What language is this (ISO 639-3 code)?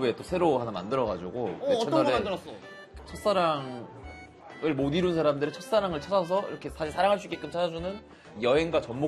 kor